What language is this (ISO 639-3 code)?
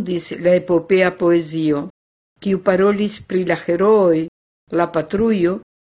epo